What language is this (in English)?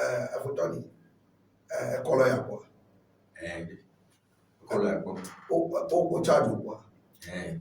Ewe